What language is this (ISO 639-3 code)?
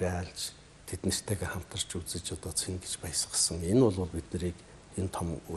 mon